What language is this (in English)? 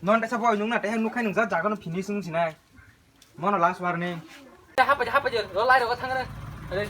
Kok Borok